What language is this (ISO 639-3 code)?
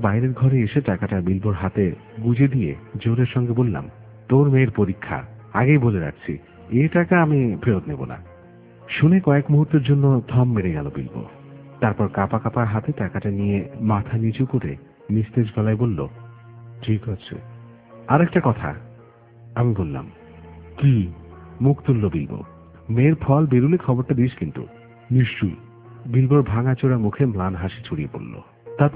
ben